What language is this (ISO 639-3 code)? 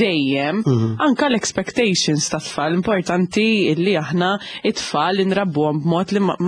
mlt